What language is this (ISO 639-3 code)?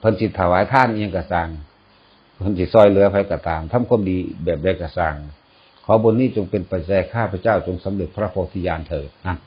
lao